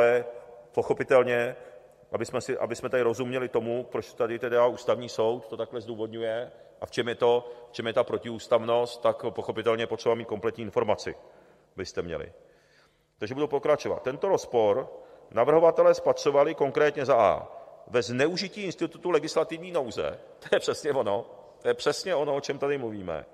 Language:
Czech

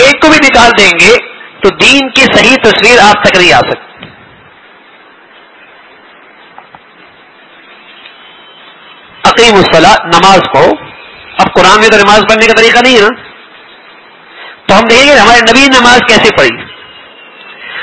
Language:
Urdu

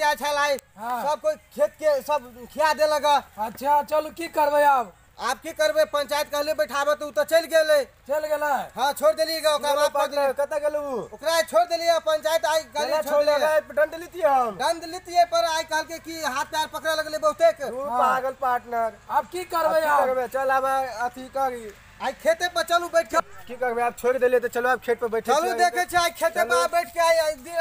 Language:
Maithili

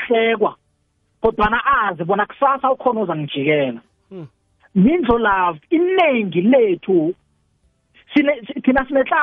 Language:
South Ndebele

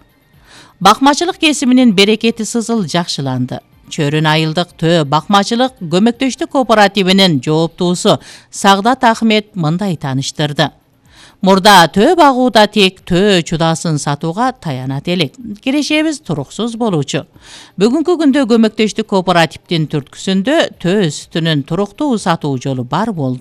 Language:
Kyrgyz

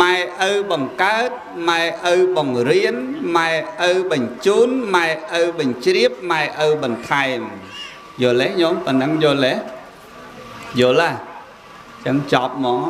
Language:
Khmer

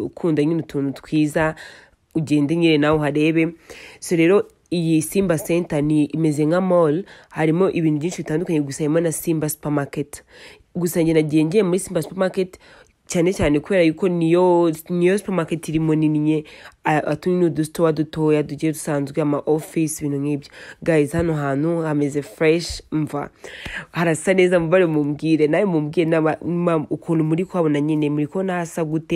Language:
Kinyarwanda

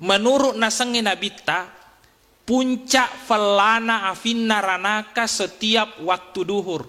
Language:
Buginese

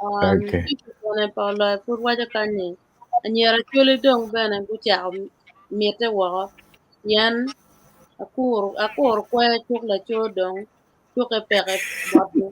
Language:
Acoli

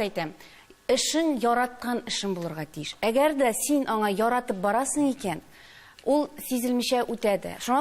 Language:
Tatar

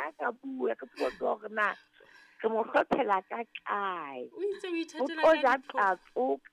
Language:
Southern Sotho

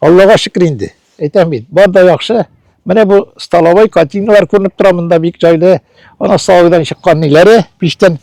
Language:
Tatar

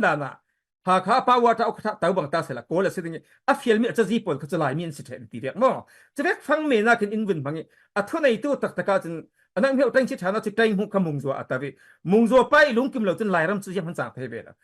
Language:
Falam Chin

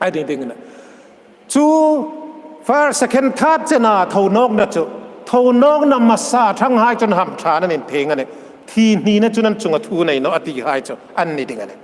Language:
Hmar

